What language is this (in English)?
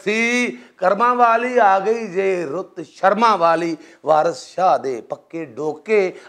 Western Panjabi